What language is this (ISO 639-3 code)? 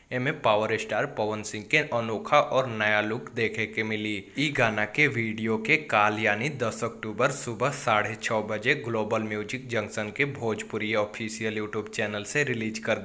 bho